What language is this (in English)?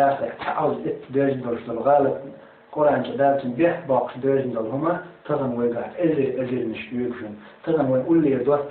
Chechen